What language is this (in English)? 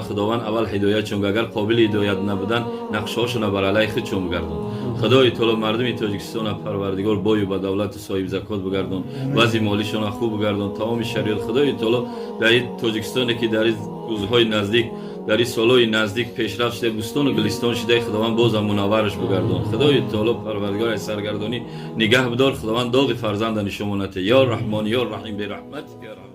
Tajik